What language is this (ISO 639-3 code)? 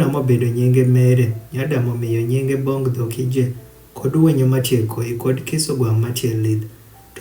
adh